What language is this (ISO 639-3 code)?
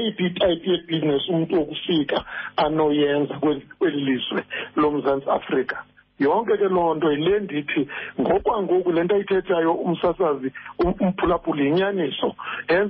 xho